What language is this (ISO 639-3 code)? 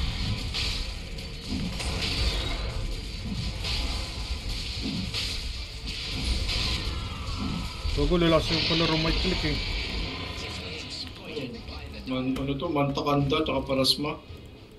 fil